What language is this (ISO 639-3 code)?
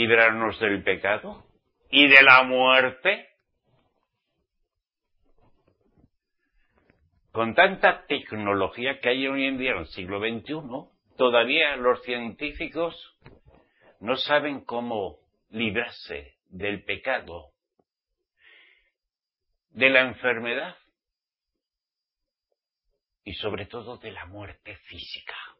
spa